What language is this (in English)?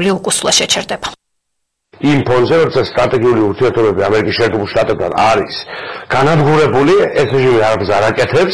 Georgian